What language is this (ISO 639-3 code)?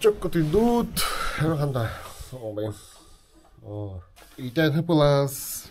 sah